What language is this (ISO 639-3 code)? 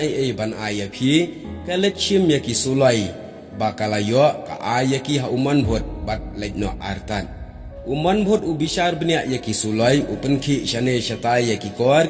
kha